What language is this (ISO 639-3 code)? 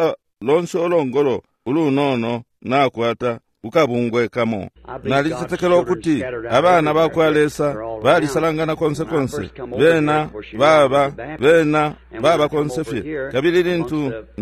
bem